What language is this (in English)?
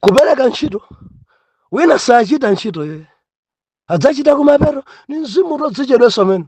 Nyanja